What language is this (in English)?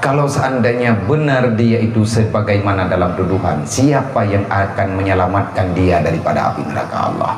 Achinese